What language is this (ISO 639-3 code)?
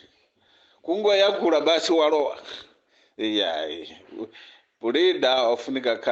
nya